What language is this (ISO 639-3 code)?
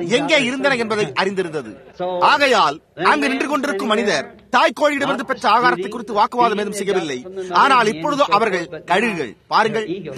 tam